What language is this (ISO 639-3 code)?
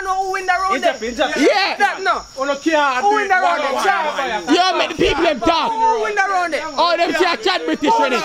jam